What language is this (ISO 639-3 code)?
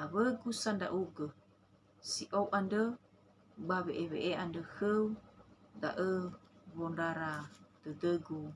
nia